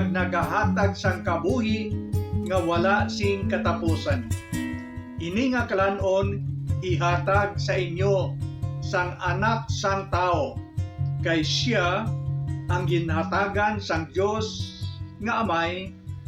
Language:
Hiligaynon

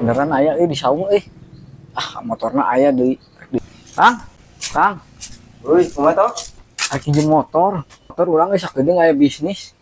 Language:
Sundanese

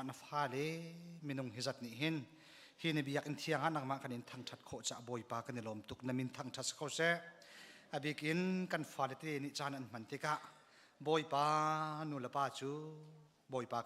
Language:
Hakha Chin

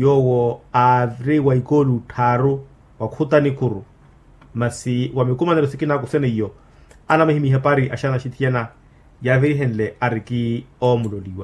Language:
Makhuwa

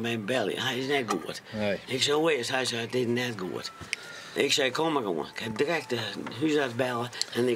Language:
Western Frisian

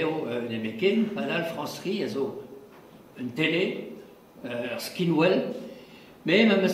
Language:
Breton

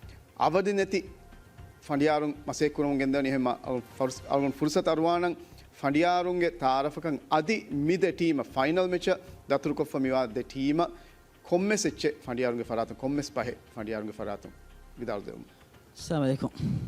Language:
Divehi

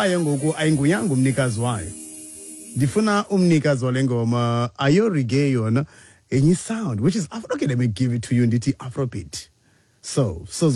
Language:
Xhosa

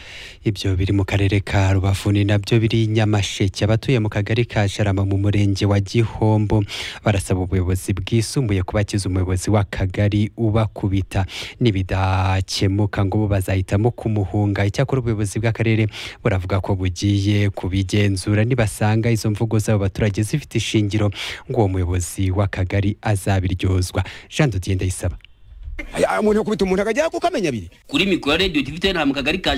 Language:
Kinyarwanda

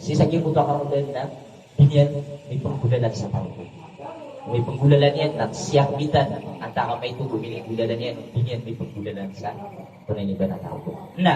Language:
Maranao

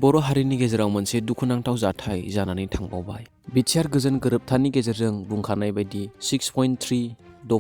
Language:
Bodo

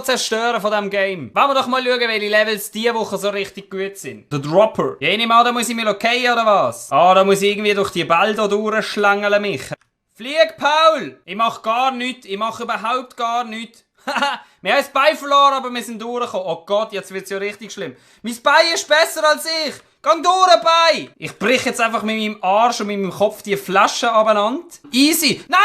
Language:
Swiss German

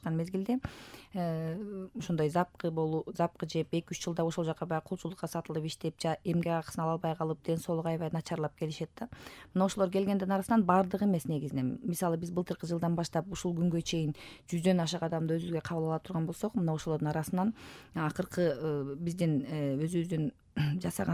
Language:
Kyrgyz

